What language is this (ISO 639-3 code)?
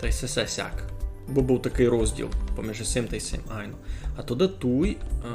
rue